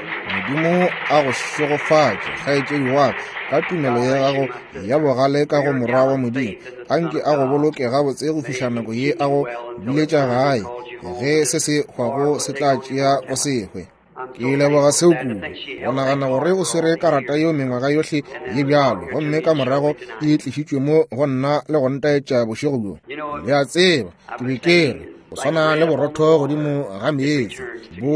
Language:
Northern Sotho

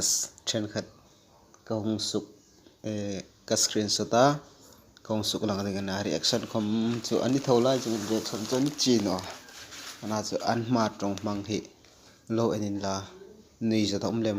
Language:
Hmar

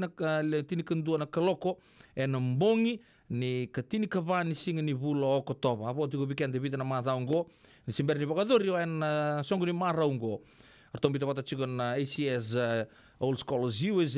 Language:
Fijian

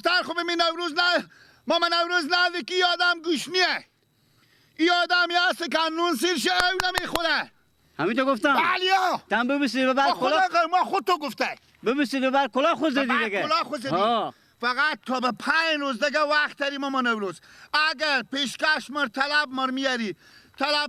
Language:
Persian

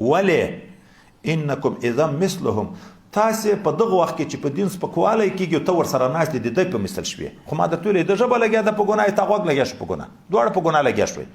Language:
Pashto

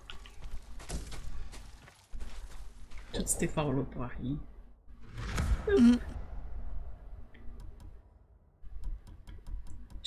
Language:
French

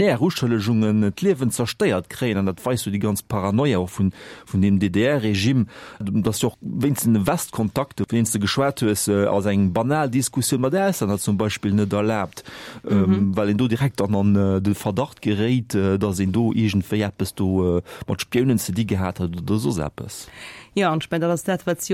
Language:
Luxembourgish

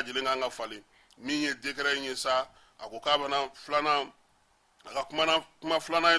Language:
Bambara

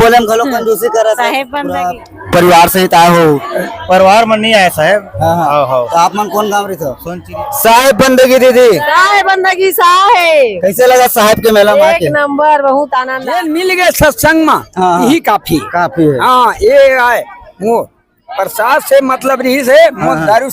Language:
Chhattisgarhi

